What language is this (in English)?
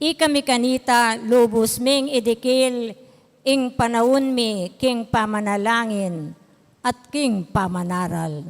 Pampanga